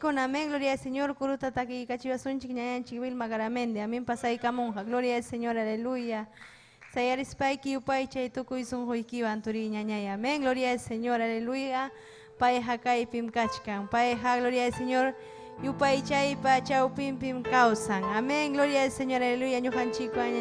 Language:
Ayacucho Quechua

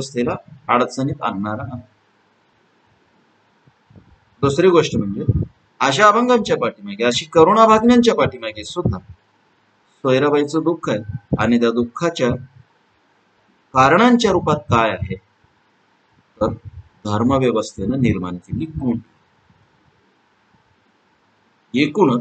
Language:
Marathi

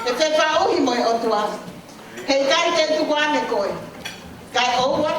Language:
Tongan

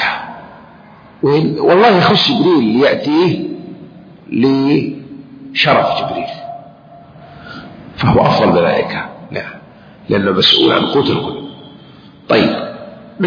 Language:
Arabic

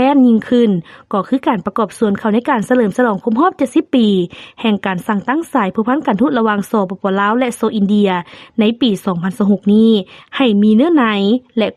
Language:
Lao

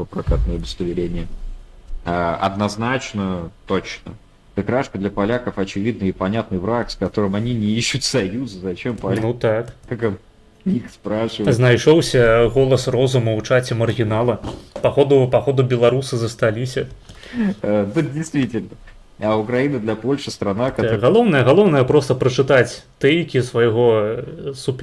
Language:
Belarusian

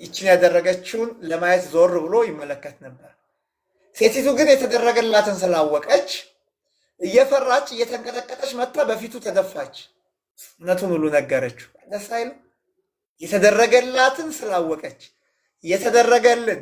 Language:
Amharic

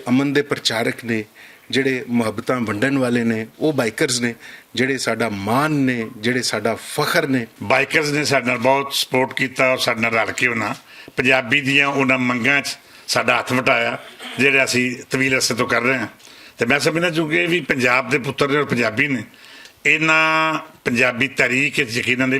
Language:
Western Panjabi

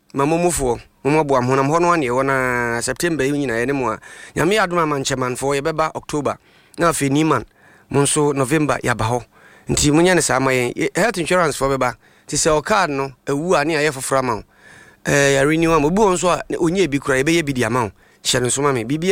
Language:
Akan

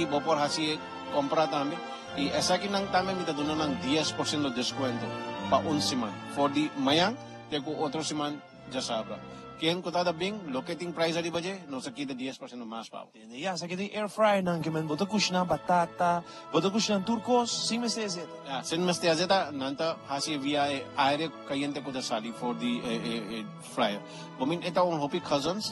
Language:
Papiamento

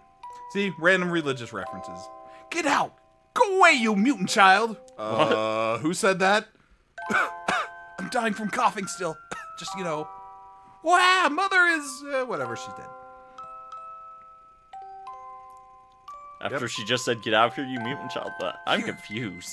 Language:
English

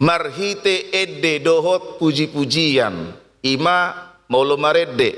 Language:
Batak Toba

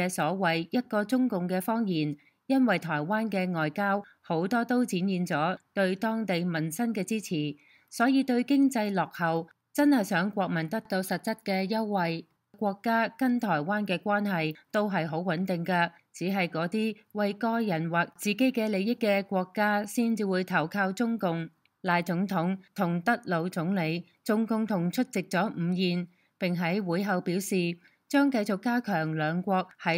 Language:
Cantonese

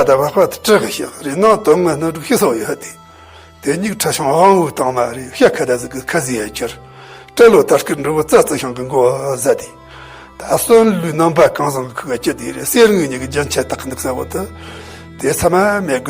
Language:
Tibetan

